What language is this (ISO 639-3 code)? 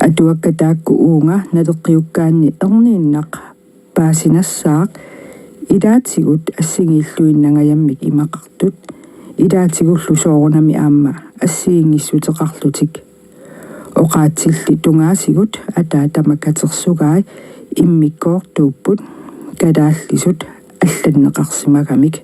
kal